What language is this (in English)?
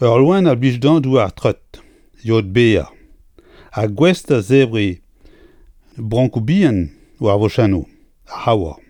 Breton